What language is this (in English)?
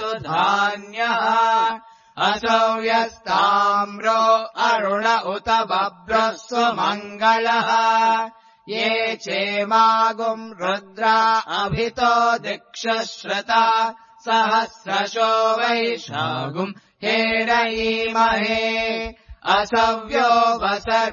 Sanskrit